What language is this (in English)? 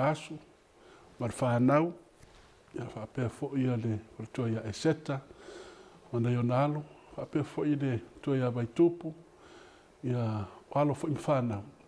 Samoan